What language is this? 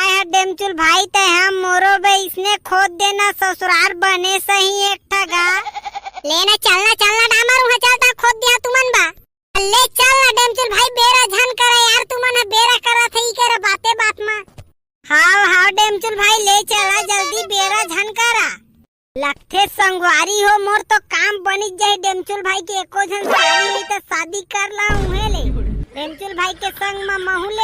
Chhattisgarhi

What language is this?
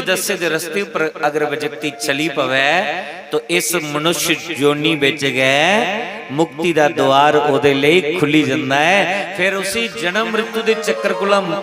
Dogri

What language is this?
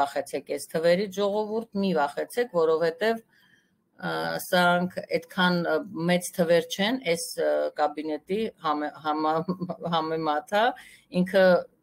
Armenian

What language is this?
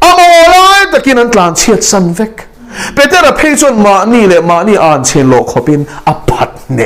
Mizo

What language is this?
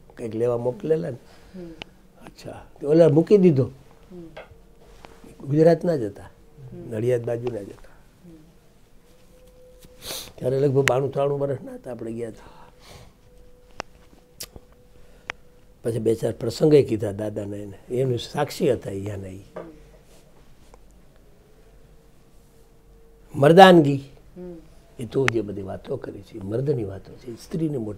Gujarati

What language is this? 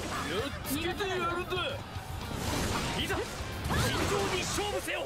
Japanese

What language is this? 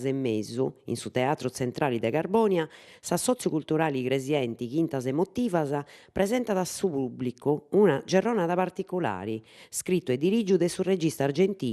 Sardinian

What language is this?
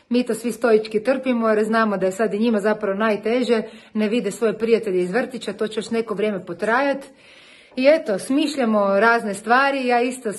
Croatian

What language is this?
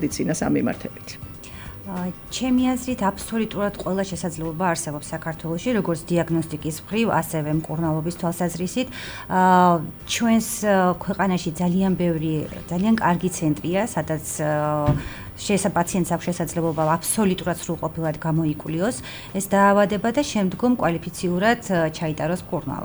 Georgian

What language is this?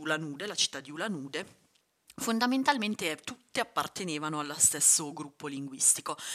Italian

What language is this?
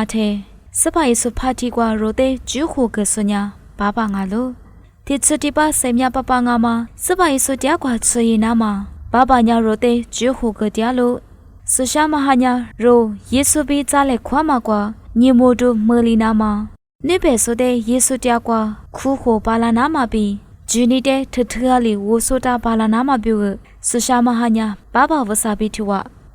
Lisu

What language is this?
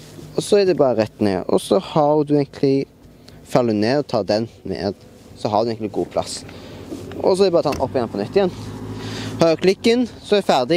Norwegian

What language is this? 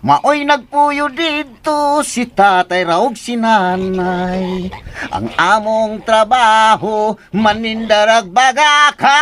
Cebuano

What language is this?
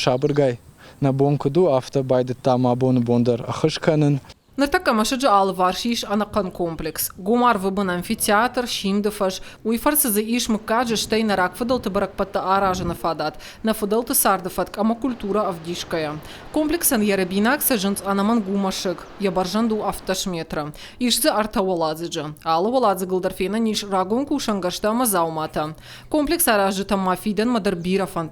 Ossetic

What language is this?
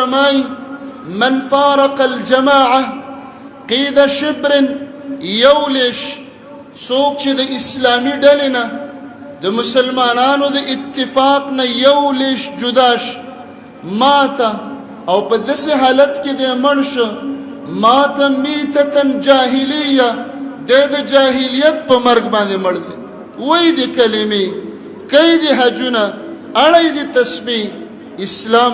Pashto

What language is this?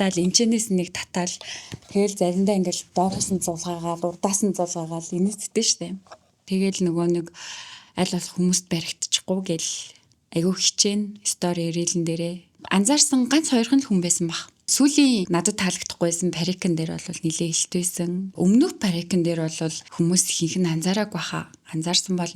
Mongolian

